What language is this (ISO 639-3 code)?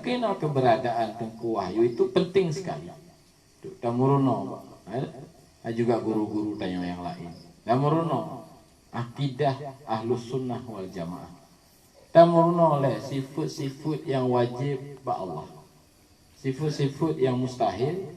ace